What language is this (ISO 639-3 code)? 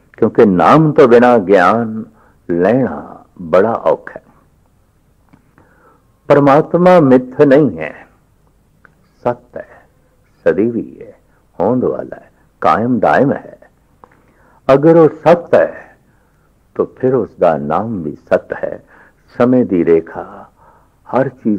pan